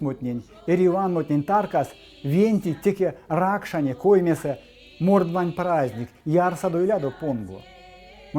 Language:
Erzya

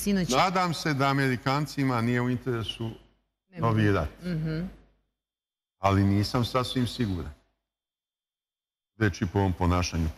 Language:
Serbian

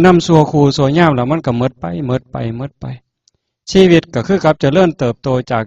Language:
Northeastern Thai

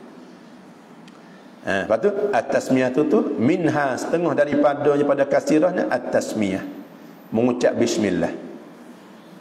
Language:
Malay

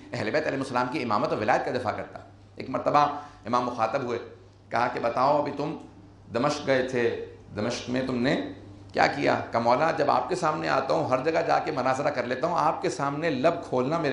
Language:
Urdu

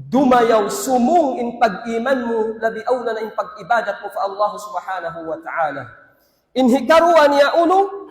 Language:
Tausug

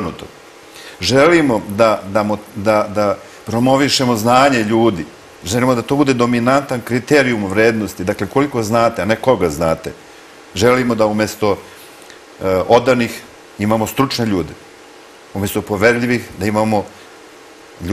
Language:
Serbian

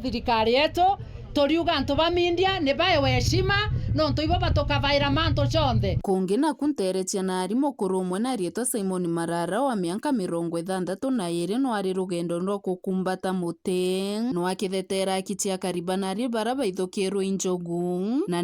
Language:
Meru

